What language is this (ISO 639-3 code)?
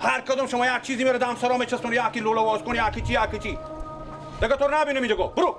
fas